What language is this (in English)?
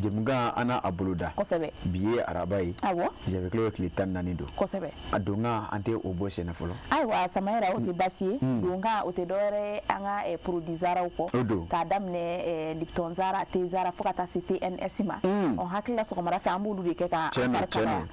Bambara